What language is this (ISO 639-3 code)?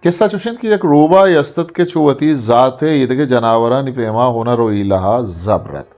bgp